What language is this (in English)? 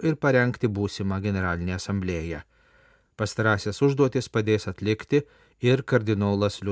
Lithuanian